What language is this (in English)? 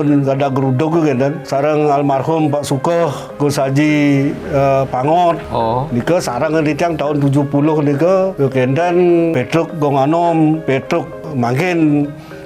Balinese